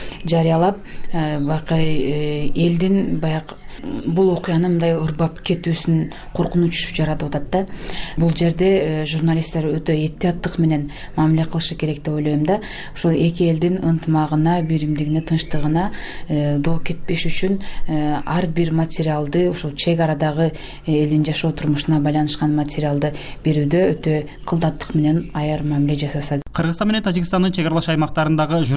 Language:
Kyrgyz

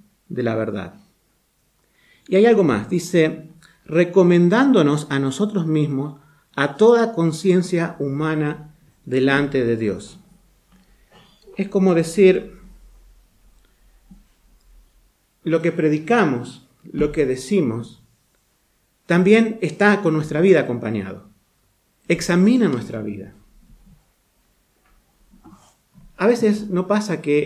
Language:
Spanish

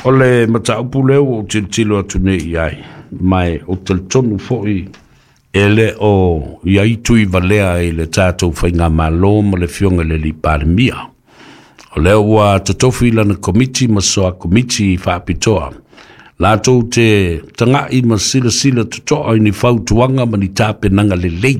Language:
Samoan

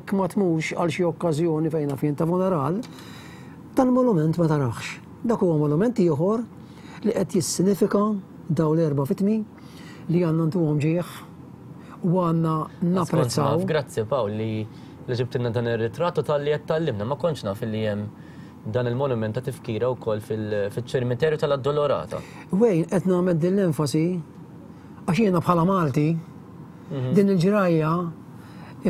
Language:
Maltese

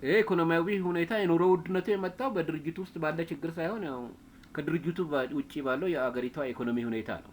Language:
Amharic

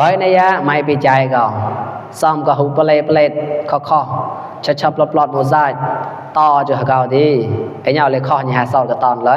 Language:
Mon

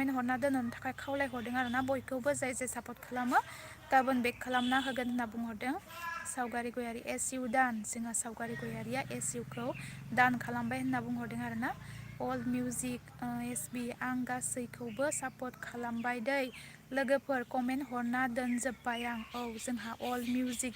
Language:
Bodo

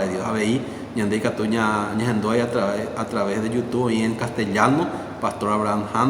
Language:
Guarani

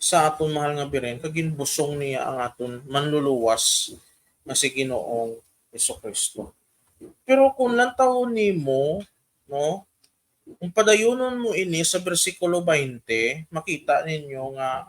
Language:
Hiligaynon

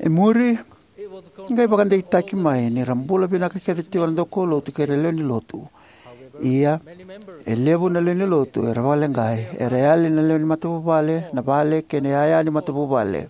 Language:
Fijian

